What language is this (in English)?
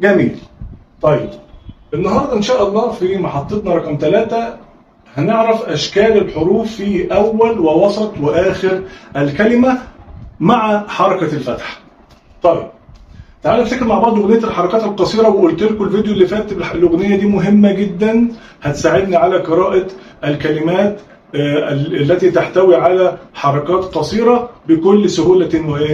Egyptian Arabic